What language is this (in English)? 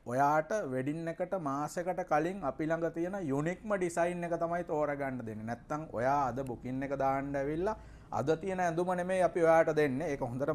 Sinhala